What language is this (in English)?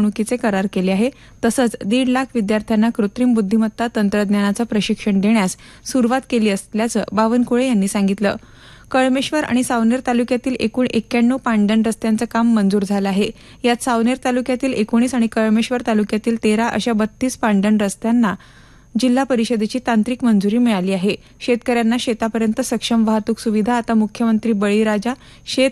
Marathi